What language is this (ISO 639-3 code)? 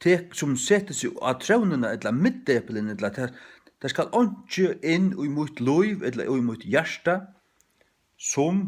fao